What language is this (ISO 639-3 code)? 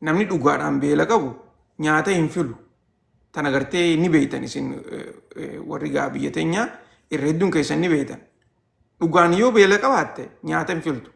orm